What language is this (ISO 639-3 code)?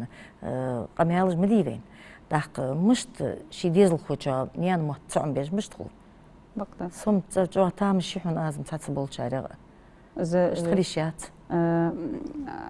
inh